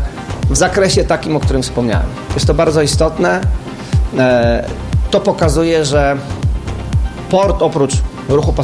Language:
Polish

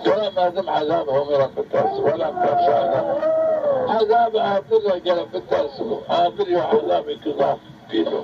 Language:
Zaza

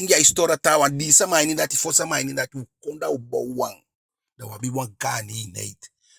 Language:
Eastern Maroon Creole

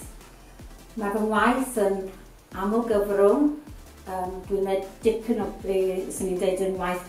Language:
Welsh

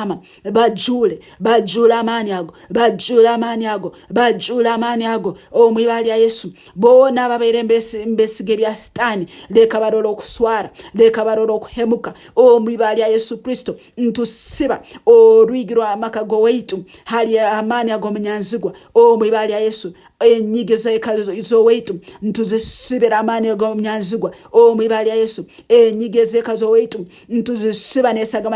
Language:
Nyankole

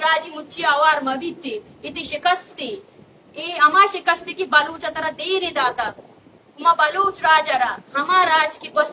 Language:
Eastern Balochi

